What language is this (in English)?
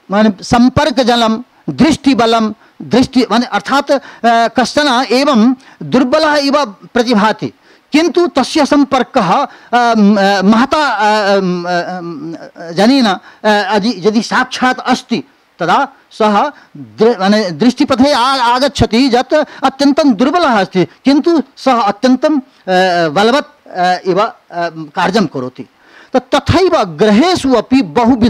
Sanskrit